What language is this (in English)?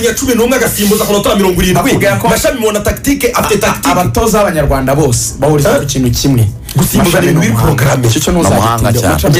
Kinyarwanda